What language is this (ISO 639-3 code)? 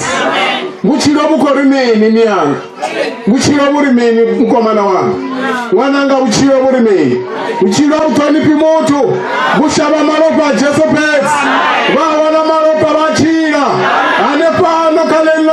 ven